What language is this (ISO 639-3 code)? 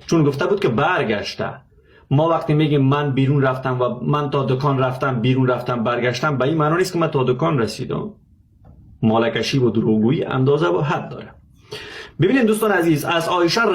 fas